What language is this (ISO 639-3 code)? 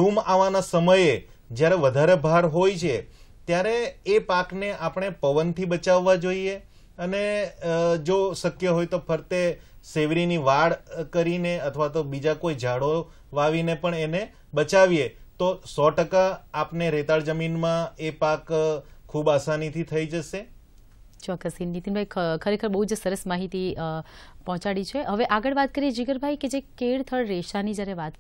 guj